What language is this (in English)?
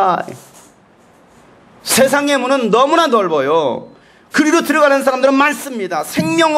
Korean